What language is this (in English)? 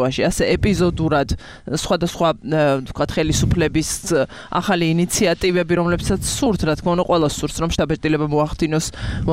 Georgian